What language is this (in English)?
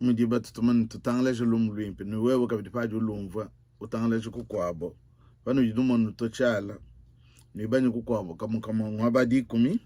Luba-Lulua